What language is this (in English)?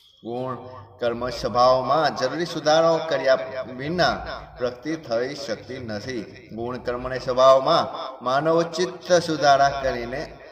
Gujarati